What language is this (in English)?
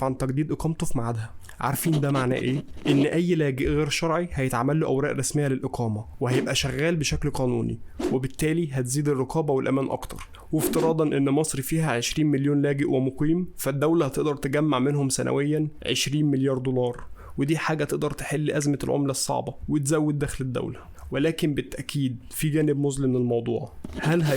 Egyptian Arabic